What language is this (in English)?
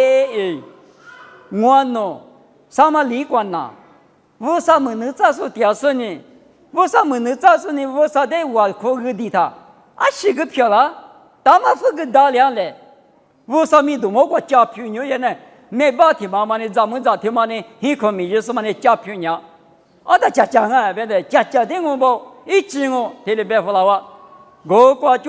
Lisu